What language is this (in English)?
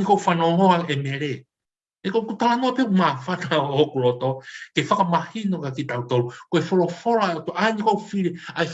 Tongan